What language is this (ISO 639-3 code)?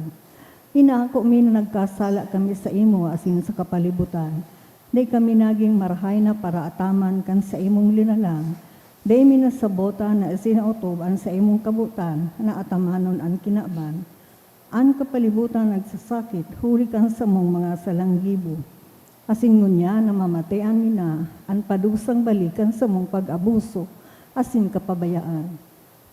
bik